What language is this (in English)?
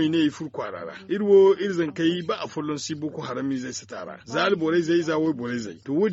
Zarma